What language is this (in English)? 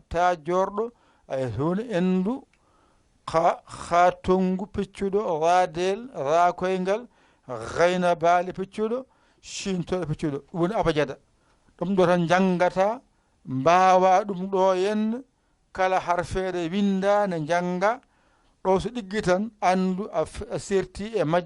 Fula